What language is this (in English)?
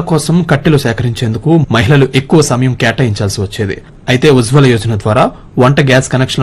Telugu